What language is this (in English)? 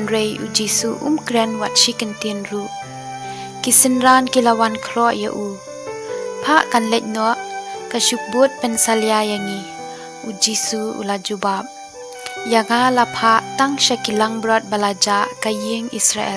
Khasi